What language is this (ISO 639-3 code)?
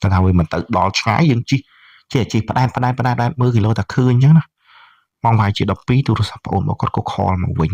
khm